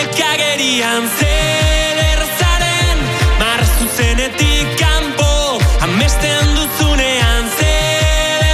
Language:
Basque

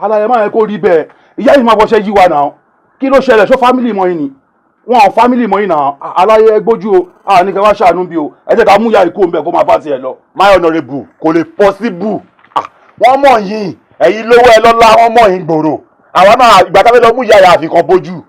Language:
Yoruba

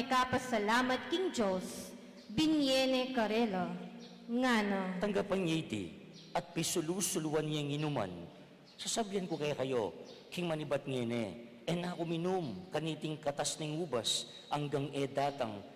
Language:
Pampanga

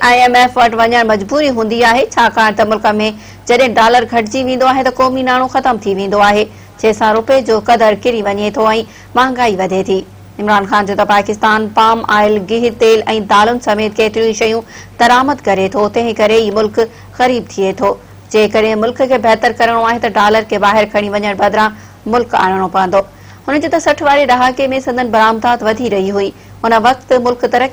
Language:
Sindhi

